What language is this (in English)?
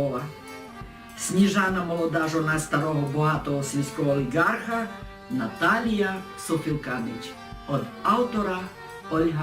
Rusyn